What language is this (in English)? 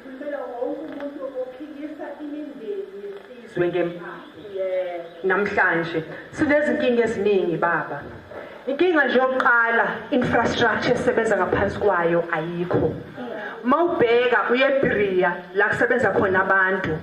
Zulu